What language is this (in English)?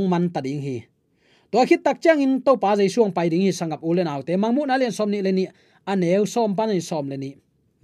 Tedim Chin